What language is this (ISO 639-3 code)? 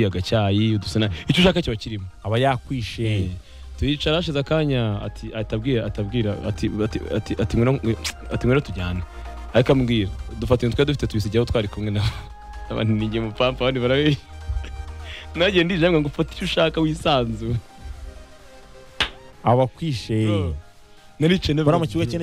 kin